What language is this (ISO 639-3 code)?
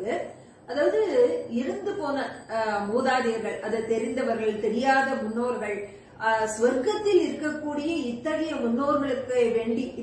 tam